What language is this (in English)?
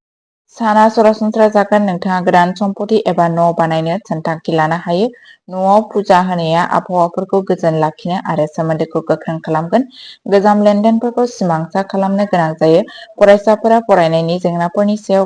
Bodo